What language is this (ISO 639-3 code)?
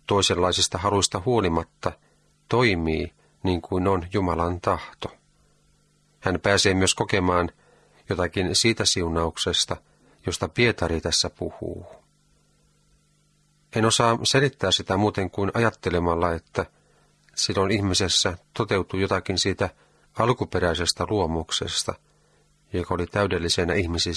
fin